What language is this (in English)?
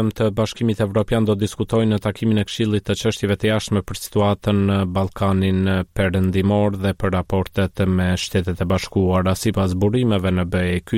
Albanian